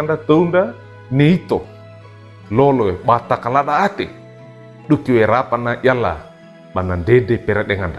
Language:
Wejewa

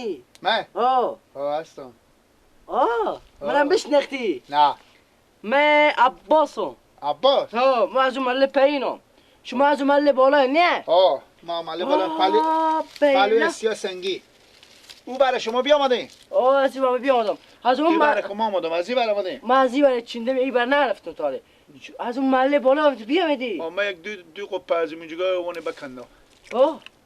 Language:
Persian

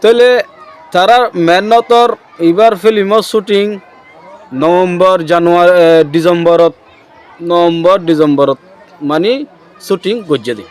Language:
Rohingya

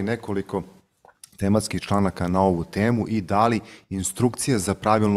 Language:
Serbian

